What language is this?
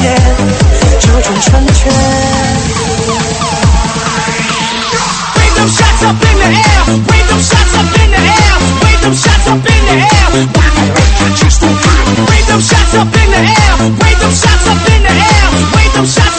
Chinese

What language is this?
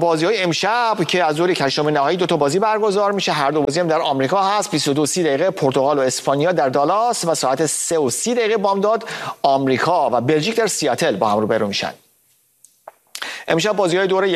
Persian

